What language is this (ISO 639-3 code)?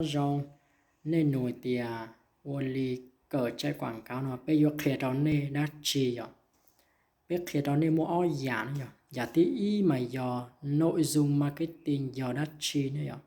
hmn